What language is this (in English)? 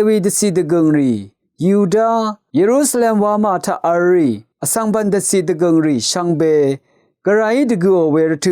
Rawang